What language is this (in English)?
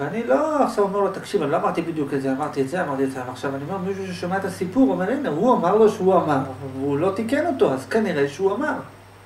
Hebrew